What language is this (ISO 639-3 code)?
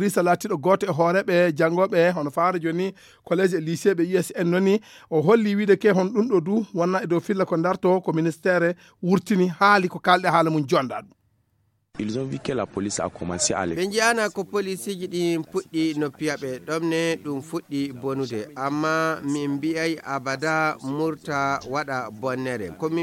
ful